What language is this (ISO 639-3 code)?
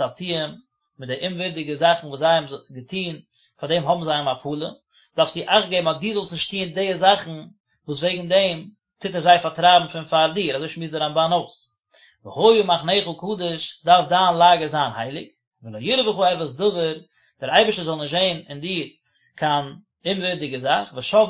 yid